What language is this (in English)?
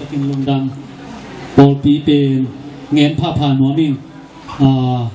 Tedim Chin